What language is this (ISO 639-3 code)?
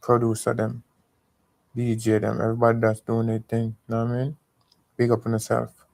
jam